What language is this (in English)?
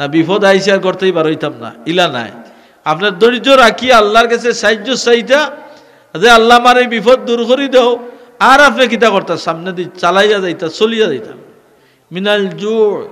Sylheti